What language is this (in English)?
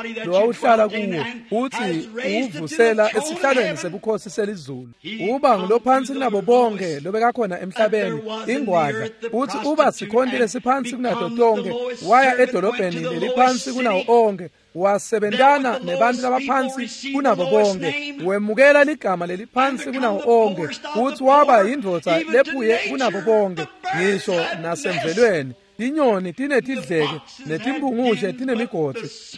Swati